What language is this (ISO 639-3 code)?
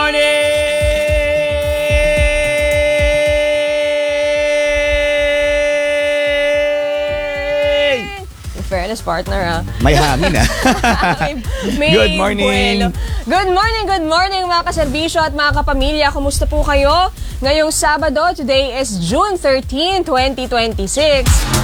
fil